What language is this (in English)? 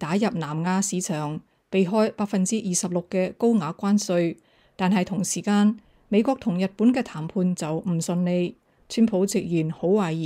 Cantonese